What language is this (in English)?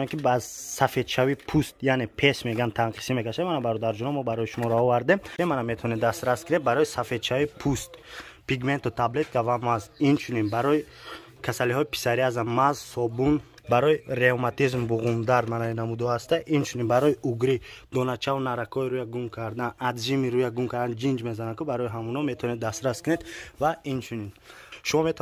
Tajik